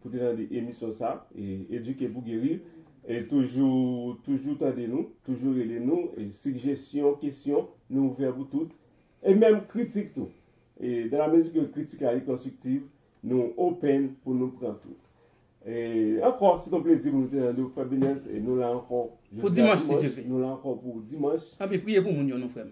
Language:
Haitian Creole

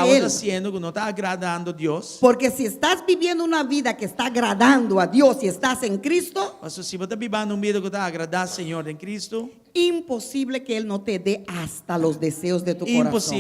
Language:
Papiamento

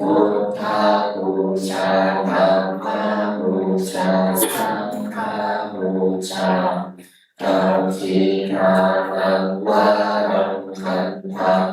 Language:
Pali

